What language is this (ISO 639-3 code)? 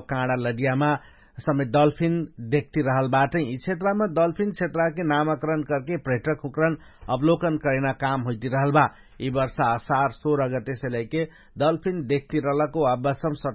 thl